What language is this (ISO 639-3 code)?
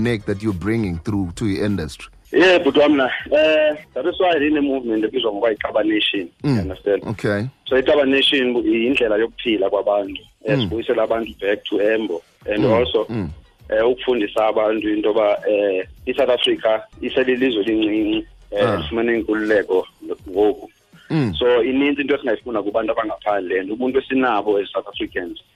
xho